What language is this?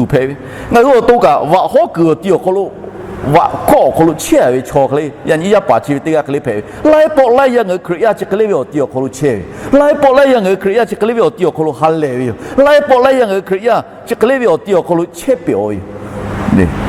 Lahu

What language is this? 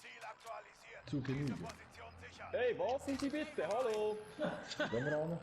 Swiss German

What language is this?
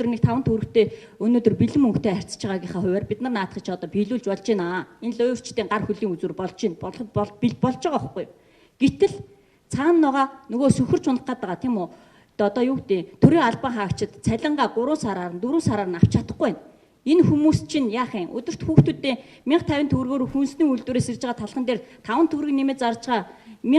Mongolian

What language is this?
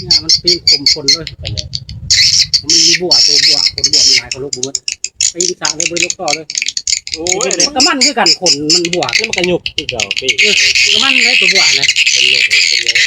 Northeastern Thai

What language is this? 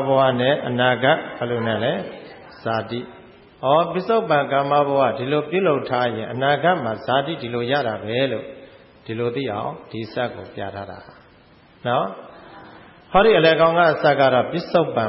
Burmese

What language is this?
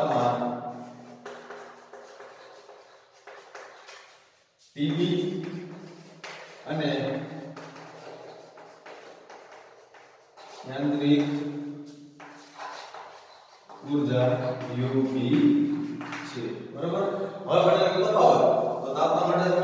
Gujarati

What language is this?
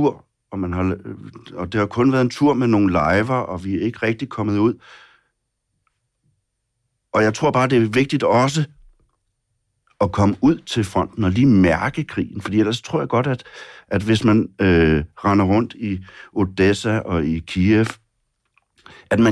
Danish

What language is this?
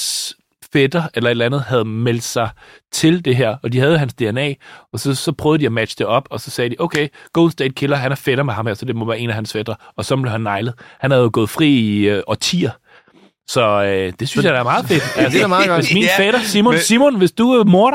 Danish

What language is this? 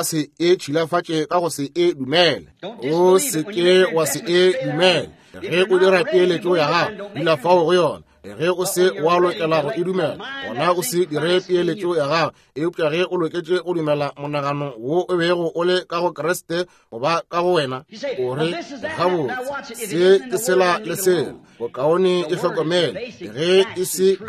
Northern Sotho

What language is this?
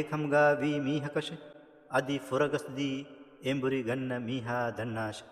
Divehi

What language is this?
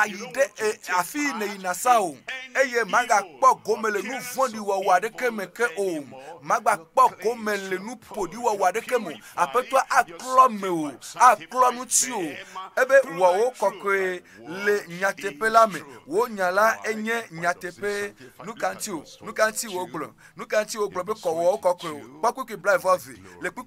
Ewe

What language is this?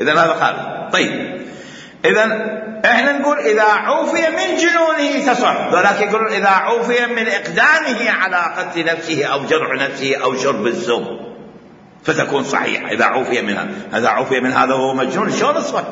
Mesopotamian Arabic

